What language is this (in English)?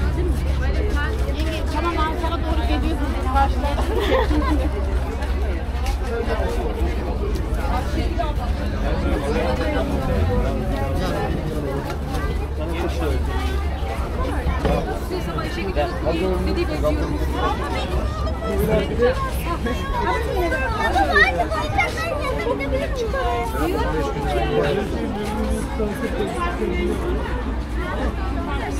Turkish